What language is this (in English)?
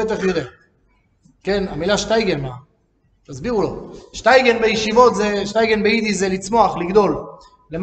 Hebrew